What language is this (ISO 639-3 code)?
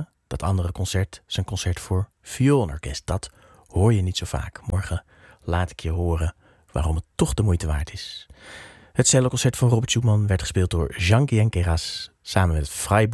nld